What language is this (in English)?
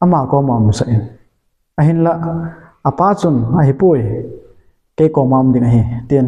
Thado Chin